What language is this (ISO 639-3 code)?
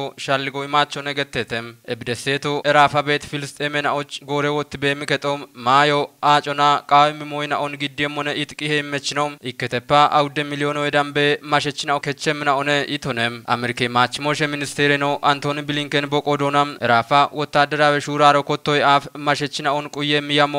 kbr